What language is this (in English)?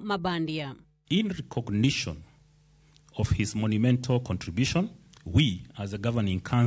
Luo (Kenya and Tanzania)